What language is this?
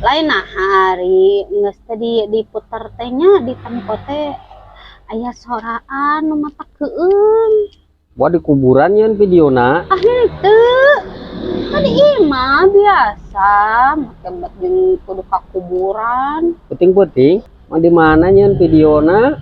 Sundanese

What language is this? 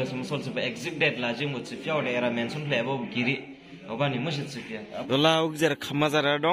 Dimasa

